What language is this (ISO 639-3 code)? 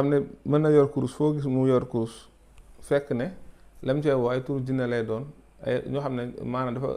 wol